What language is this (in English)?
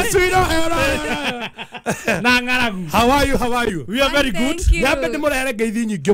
Kikuyu